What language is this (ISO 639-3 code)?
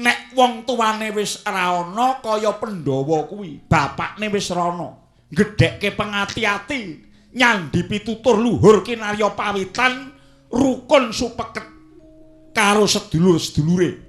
jav